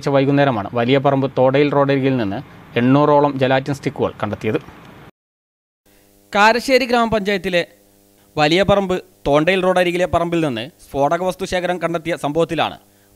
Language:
Malayalam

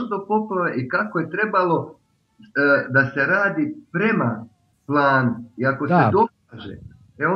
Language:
Serbian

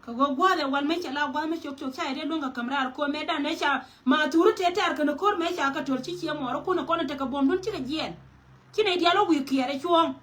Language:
Nuer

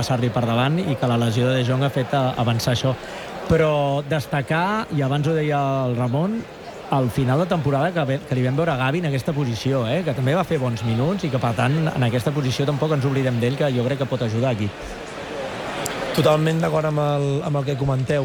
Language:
Catalan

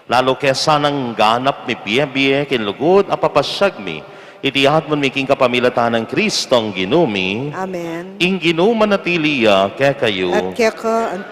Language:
Pampanga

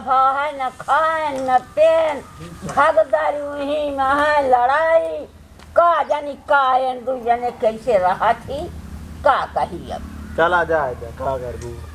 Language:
Awadhi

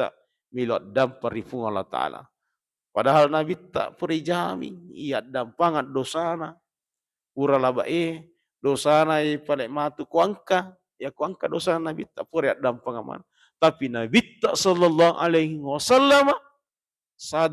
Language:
Buginese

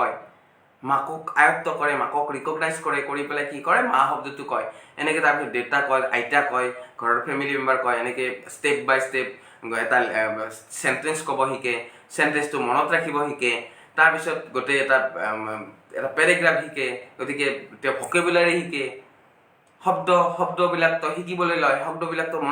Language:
Assamese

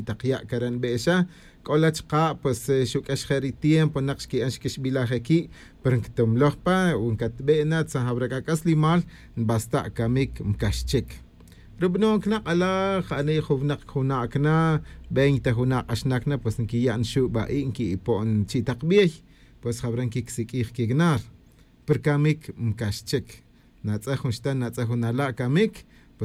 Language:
Kaqchikel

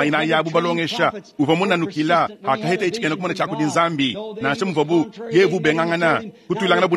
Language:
Luba-Lulua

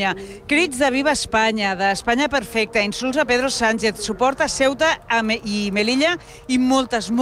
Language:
Catalan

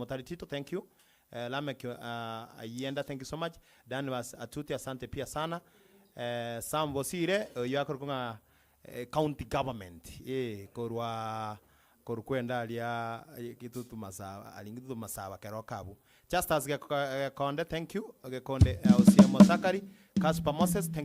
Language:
Gusii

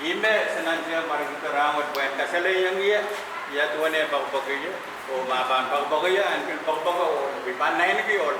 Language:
Pohnpeian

